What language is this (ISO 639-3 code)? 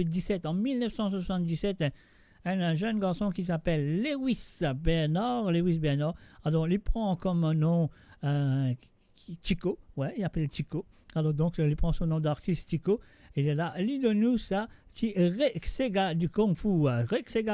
mfe